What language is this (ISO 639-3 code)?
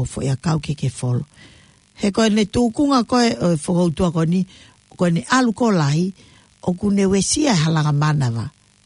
ton